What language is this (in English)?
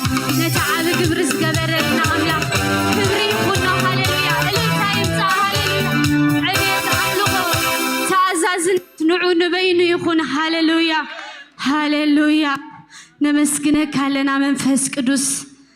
Tigrinya